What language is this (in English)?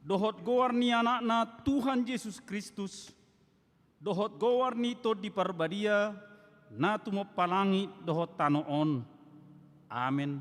Batak Toba